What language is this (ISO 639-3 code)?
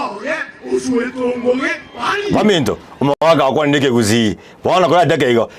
guz